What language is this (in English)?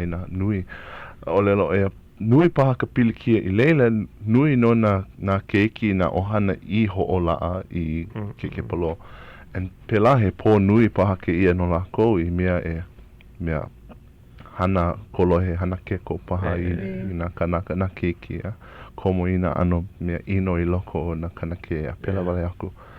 Hawaiian